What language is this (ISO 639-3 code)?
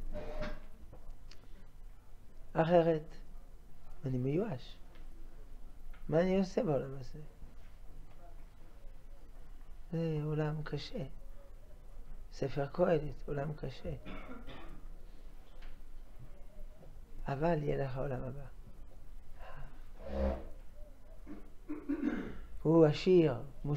heb